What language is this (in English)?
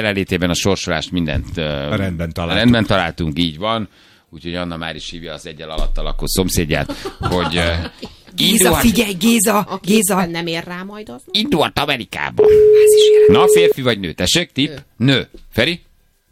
Hungarian